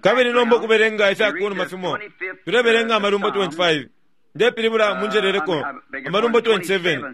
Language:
Bemba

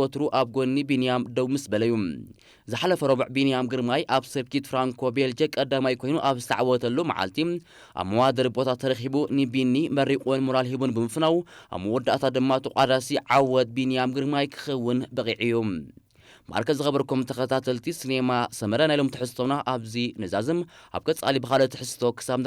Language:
Tigrinya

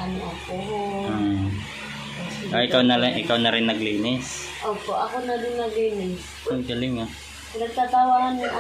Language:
Filipino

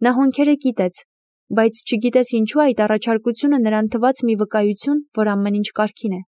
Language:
Armenian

